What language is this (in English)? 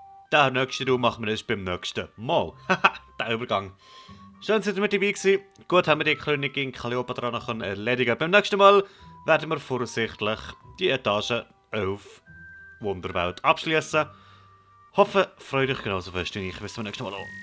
Swiss German